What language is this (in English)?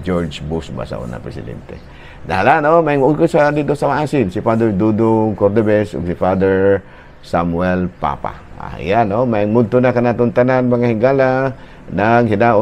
Cebuano